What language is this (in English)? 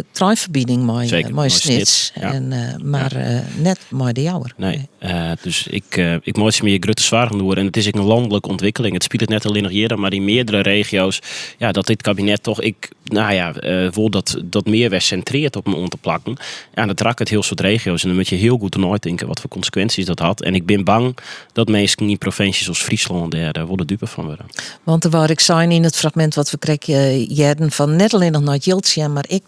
Western Frisian